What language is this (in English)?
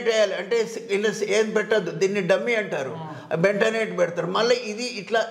Telugu